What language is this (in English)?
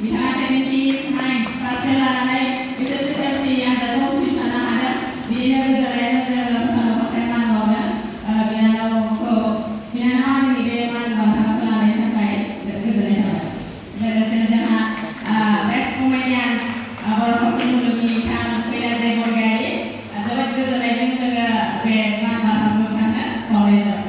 Bodo